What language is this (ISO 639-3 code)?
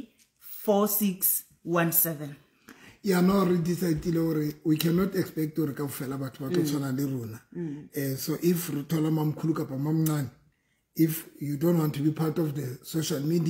sot